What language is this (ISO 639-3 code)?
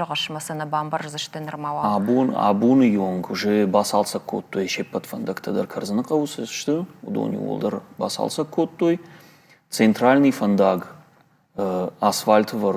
oss